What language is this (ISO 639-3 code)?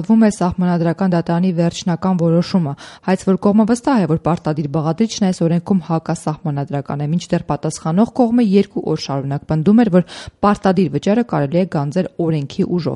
hye